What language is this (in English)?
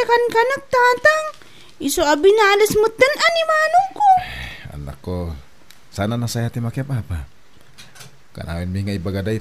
Iloko